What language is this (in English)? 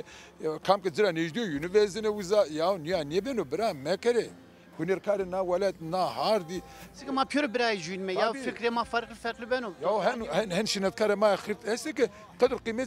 Zaza